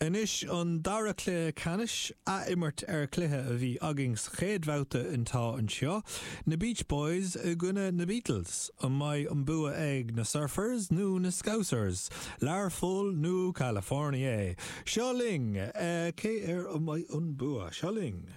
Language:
Irish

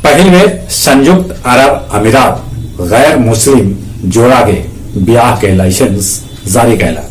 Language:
Magahi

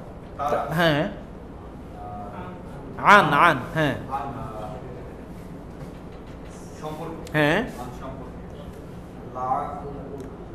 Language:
Bangla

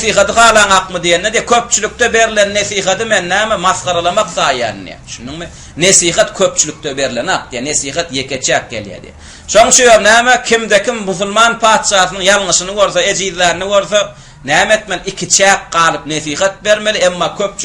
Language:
Turkmen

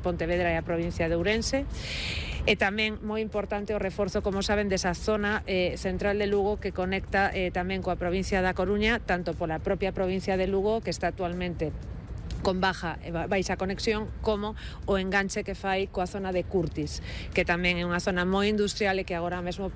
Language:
Galician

